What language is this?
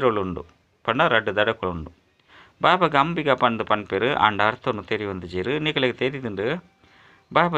Tulu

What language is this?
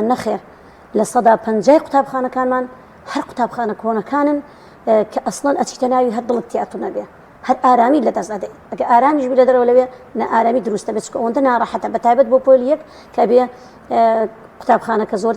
Central Kurdish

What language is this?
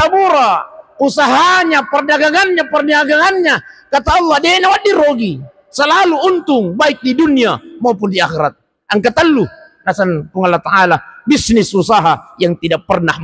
Buginese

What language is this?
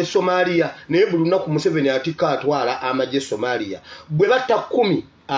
Ganda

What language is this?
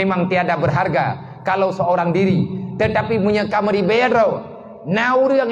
Achinese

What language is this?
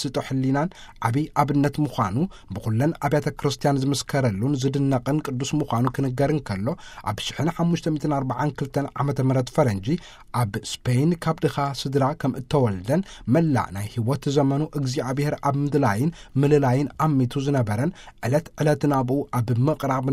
Tigrinya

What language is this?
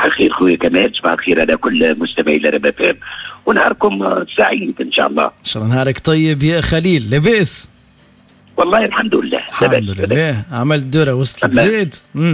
Tunisian Arabic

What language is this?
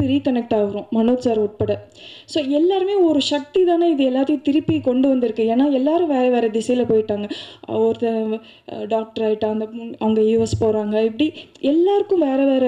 Tamil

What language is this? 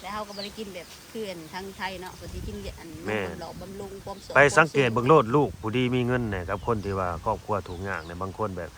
Lao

